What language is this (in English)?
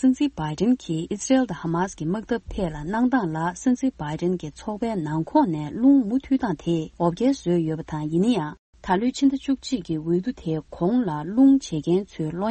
Tibetan